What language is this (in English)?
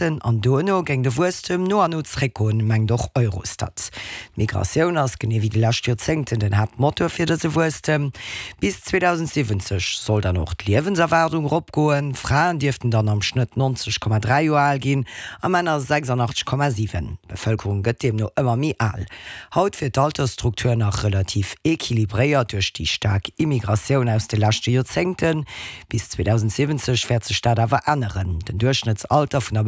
Luxembourgish